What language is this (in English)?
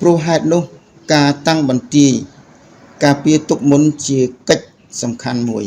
Khmer